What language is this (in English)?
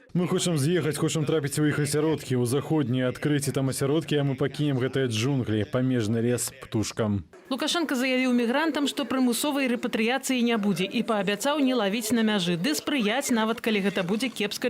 Belarusian